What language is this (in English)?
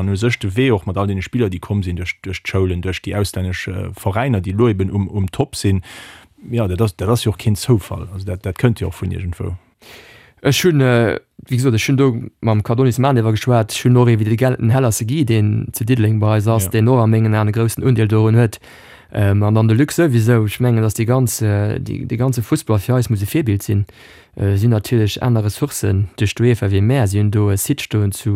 Luxembourgish